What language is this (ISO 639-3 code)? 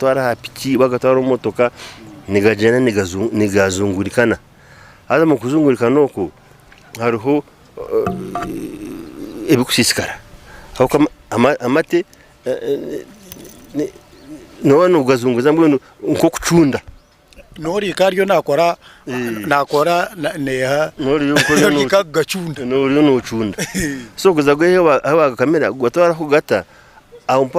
nyn